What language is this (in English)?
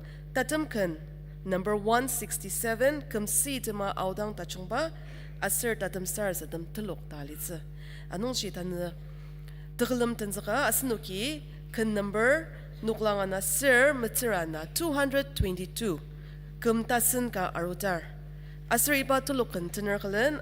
Ao Naga